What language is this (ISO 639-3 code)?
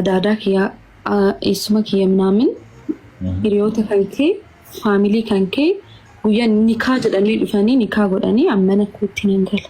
orm